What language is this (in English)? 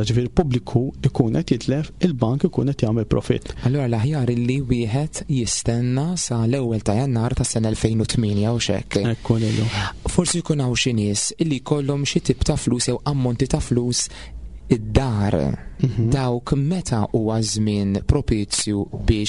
Maltese